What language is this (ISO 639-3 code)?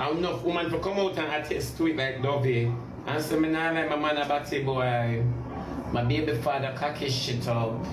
jam